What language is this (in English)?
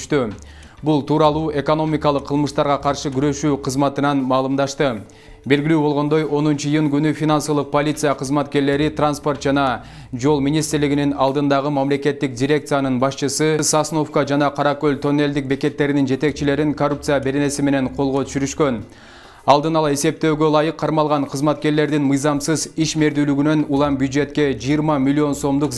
Kyrgyz